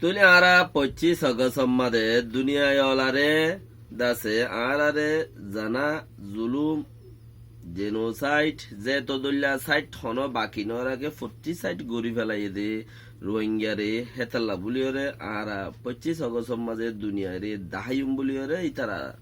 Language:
Rohingya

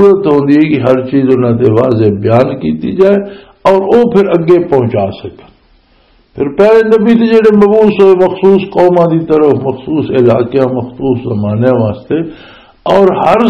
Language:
Western Panjabi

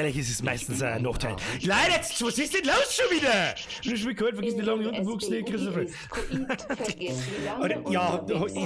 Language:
Bavarian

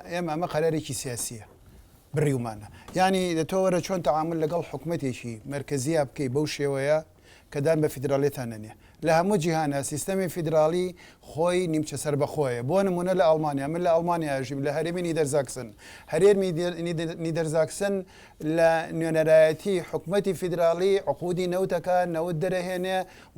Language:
Central Kurdish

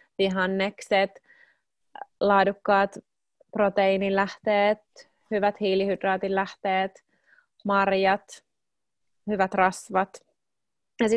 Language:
Finnish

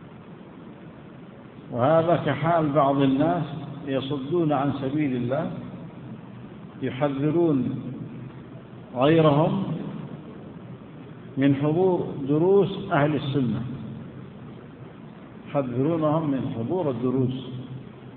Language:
Arabic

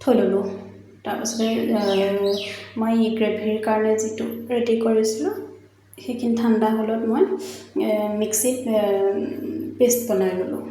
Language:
Assamese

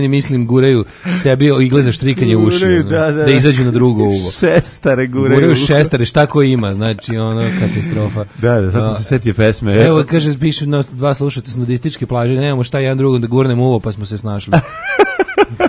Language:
Serbian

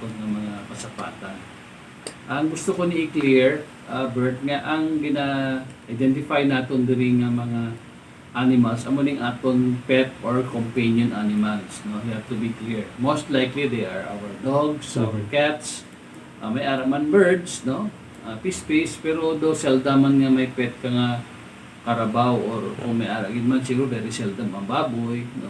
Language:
Hiligaynon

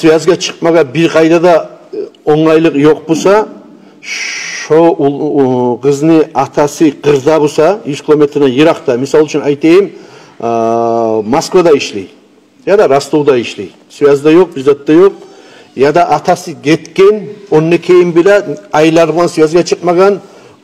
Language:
Kumyk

